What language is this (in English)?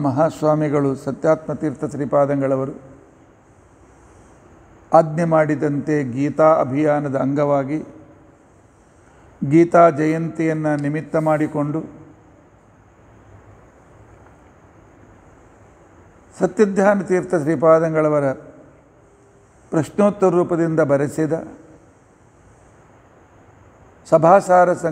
Kannada